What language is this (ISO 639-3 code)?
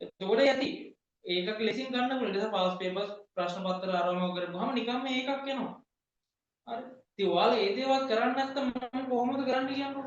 sin